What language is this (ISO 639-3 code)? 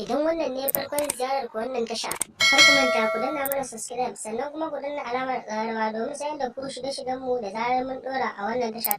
hau